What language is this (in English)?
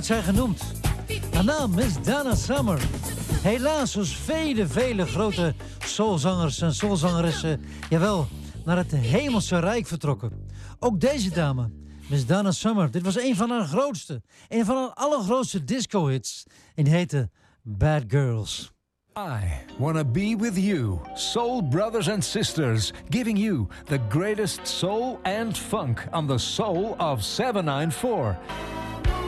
Dutch